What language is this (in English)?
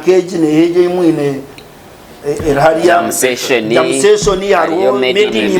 Nyankole